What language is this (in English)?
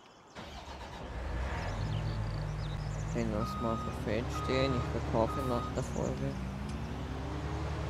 German